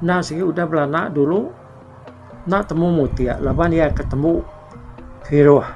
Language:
Iban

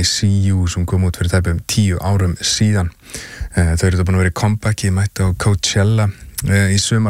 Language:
Icelandic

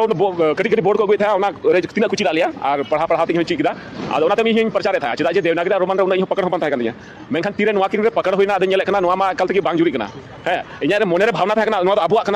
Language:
Santali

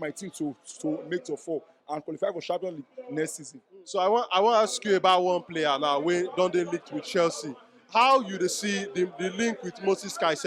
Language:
Nigerian Pidgin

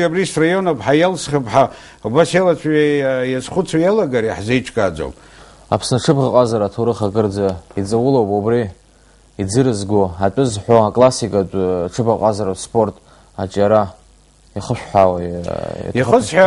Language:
Abkhazian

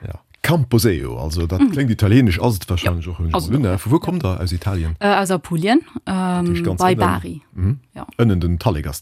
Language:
Luxembourgish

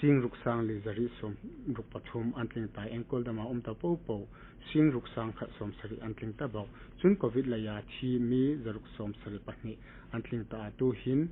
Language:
Hmar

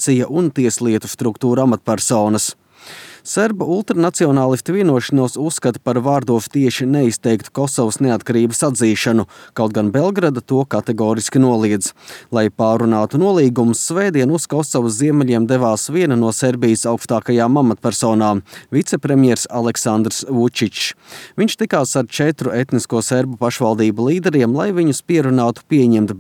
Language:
Latvian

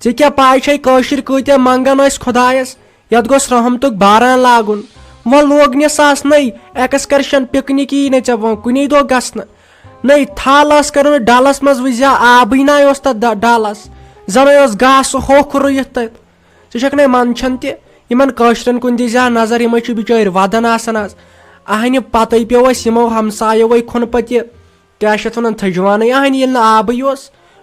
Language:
Kashmiri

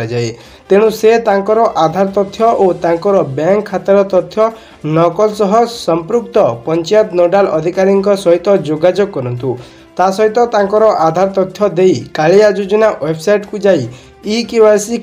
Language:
Odia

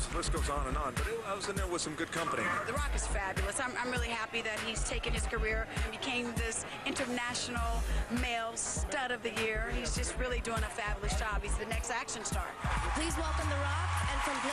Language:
English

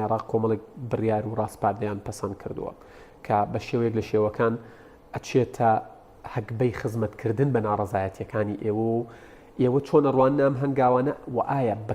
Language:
Central Kurdish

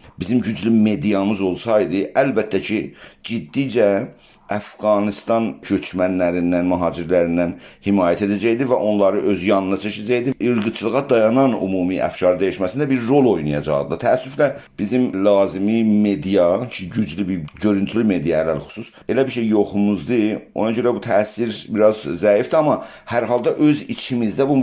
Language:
South Azerbaijani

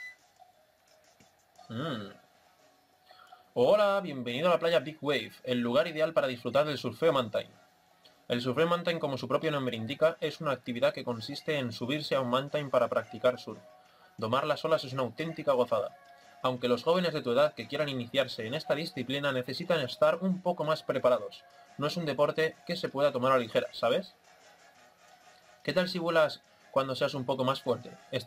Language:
Spanish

